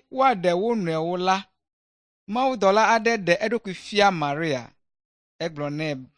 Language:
Ewe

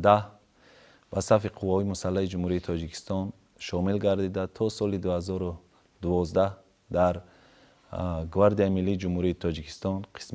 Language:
Tajik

